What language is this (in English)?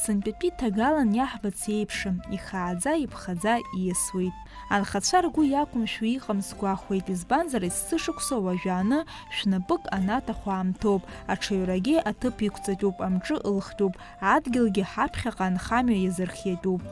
Abkhazian